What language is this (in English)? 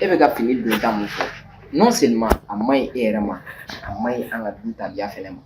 Bambara